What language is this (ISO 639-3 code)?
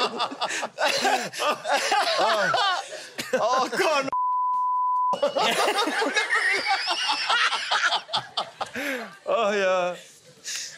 tur